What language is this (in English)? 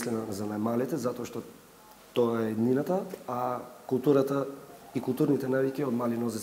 Macedonian